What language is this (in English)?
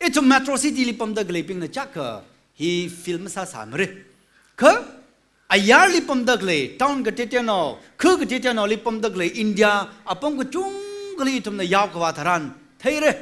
Tangkhul Naga (India)